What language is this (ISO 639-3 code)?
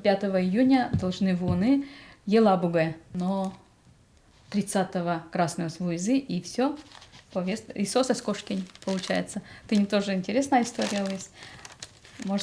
udm